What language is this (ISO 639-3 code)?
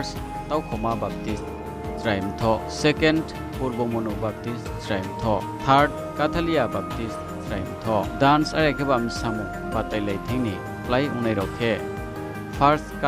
ria